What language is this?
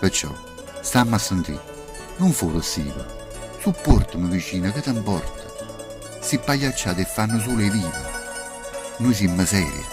Neapolitan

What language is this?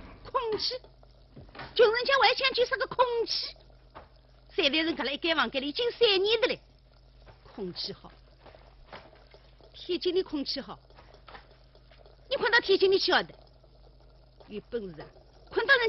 Wu Chinese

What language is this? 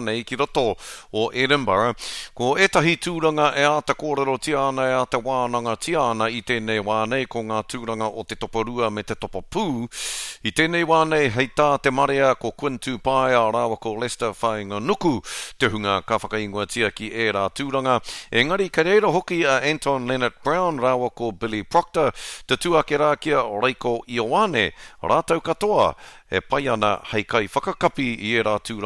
Māori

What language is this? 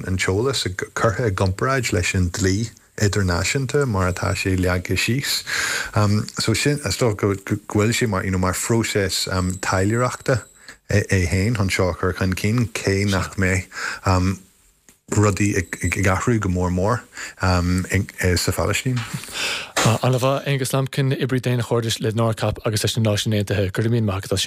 Irish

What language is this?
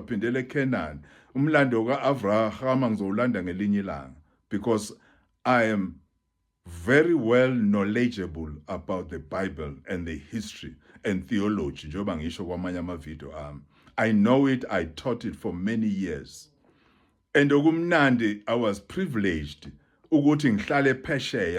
Zulu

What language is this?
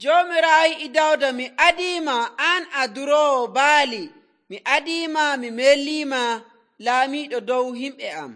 Nigerian Fulfulde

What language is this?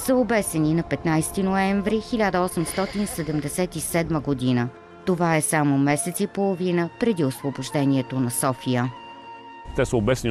Bulgarian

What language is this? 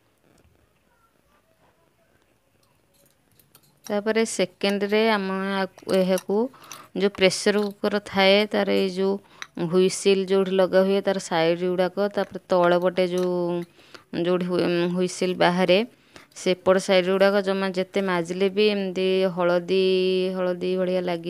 Odia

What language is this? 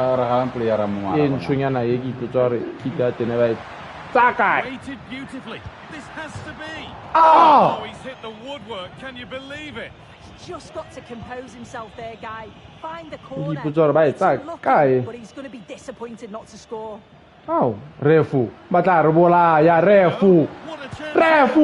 Tswana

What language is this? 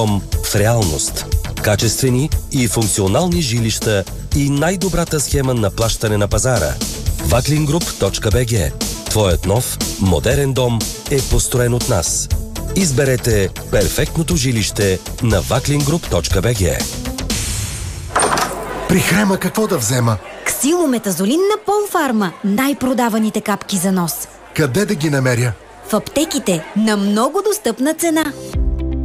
Bulgarian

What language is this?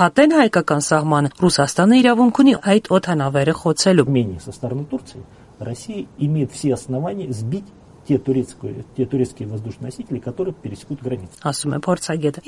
Armenian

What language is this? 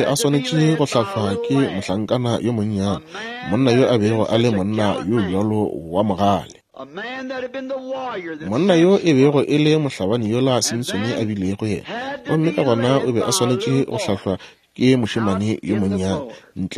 Northern Sotho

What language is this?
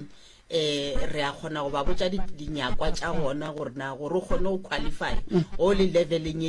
Northern Sotho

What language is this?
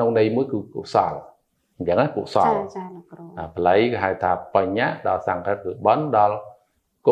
Khmer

